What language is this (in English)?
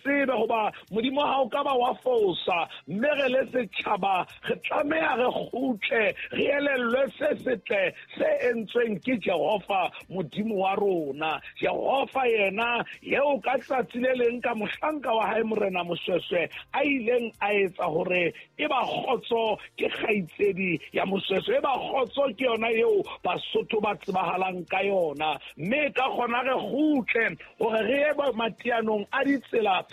Southern Sotho